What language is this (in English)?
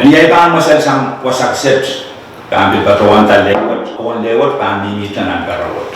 Pohnpeian